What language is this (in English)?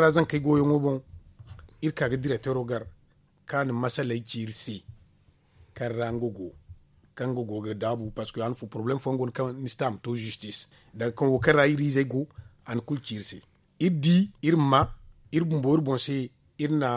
Zarma